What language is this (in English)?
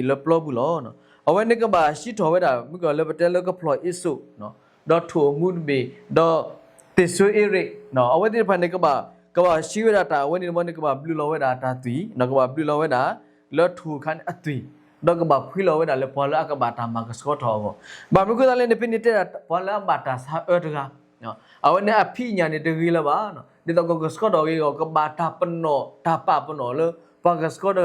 S'gaw Karen